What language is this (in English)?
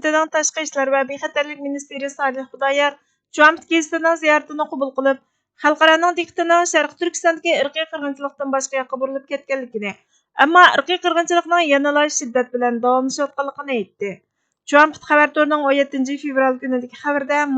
Uyghur